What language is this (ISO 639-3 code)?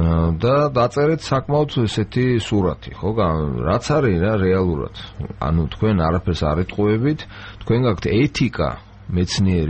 kat